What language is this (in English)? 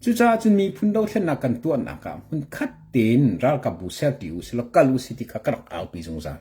Hakha Chin